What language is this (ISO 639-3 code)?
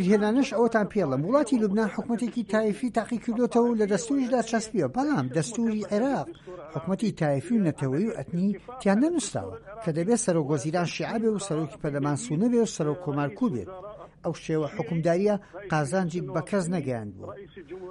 ckb